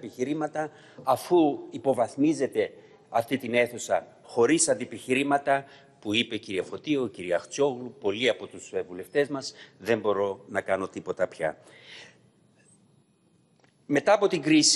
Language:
Greek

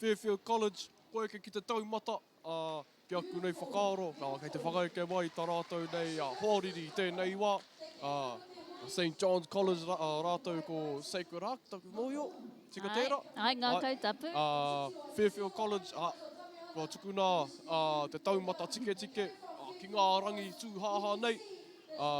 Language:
Māori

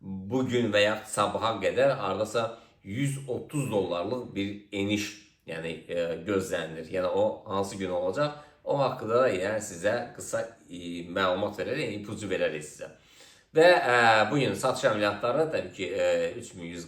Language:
Azerbaijani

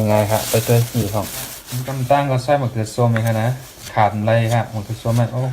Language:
Shan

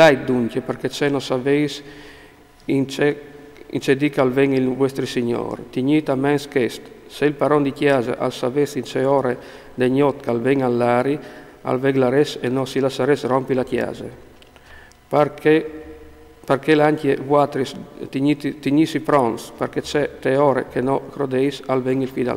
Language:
Friulian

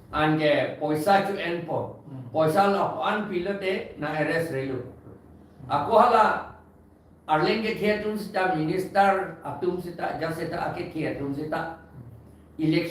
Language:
Karbi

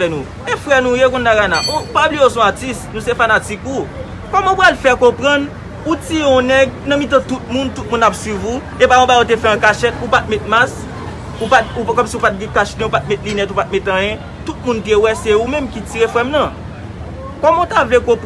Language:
Haitian Creole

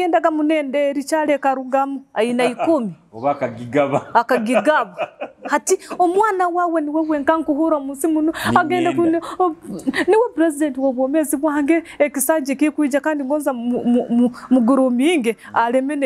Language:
Nyoro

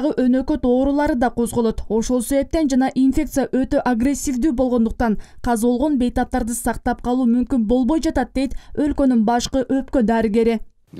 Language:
Kyrgyz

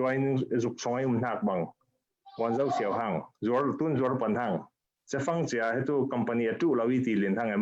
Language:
Falam Chin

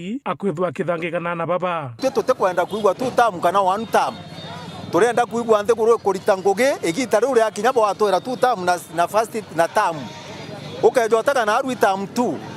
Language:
Meru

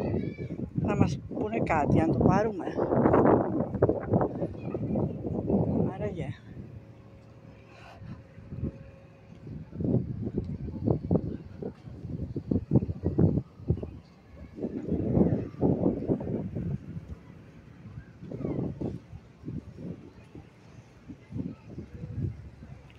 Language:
Greek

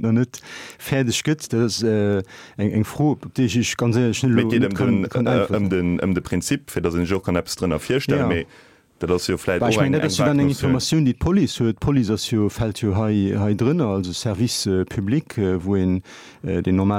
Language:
Luxembourgish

